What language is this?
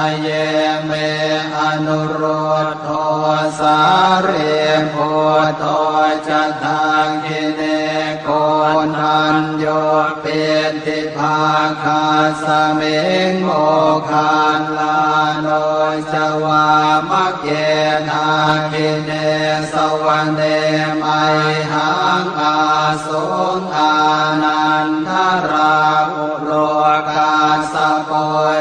Pali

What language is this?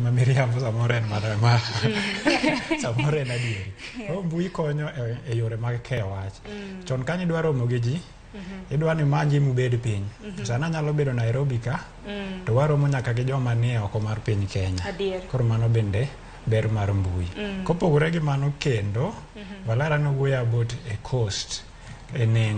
Luo (Kenya and Tanzania)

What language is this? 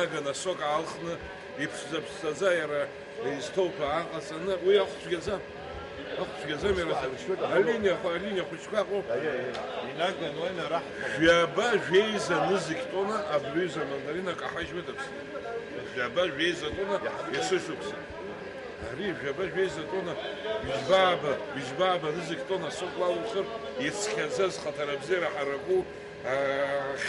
Abkhazian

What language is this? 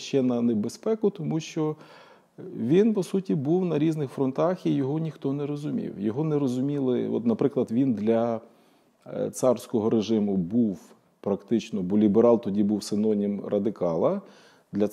Ukrainian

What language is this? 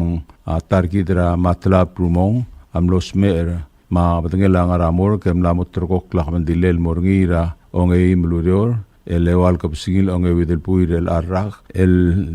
Palauan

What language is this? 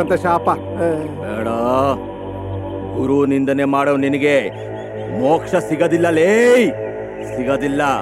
Kannada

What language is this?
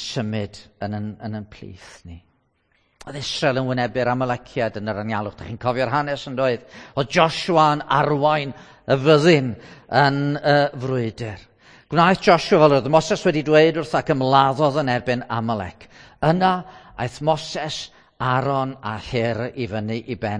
Welsh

